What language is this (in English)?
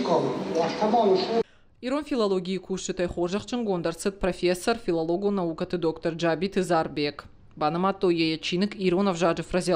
Ossetic